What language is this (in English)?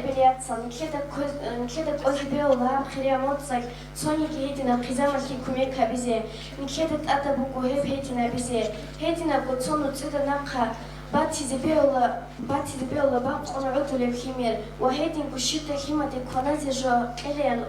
Avaric